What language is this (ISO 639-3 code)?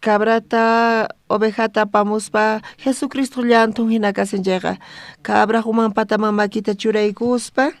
quh